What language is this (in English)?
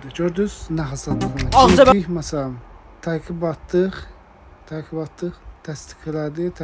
Azerbaijani